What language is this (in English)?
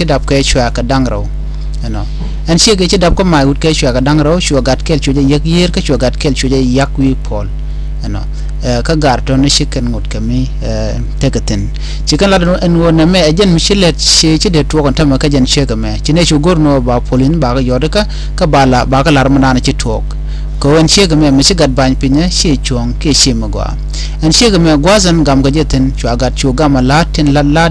Nuer